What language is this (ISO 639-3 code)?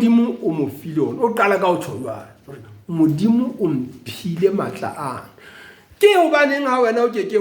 sot